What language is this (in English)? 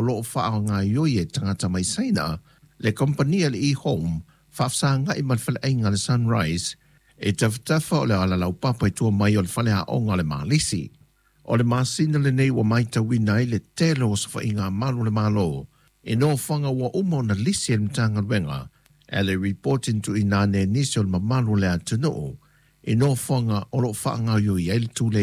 Samoan